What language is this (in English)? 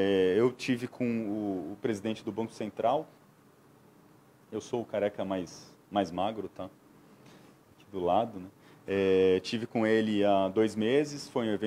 Portuguese